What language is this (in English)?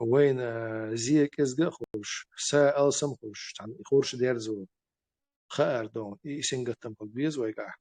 Chechen